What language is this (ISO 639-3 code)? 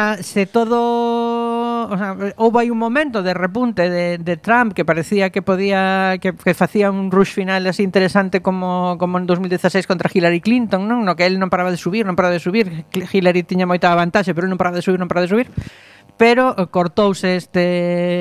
glg